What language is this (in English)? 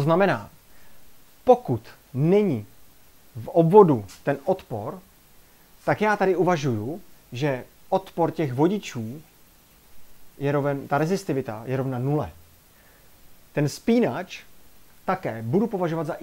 Czech